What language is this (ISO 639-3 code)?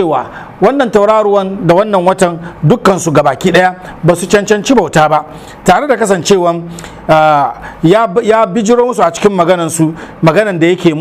hau